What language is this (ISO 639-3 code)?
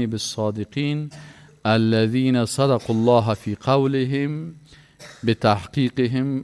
fas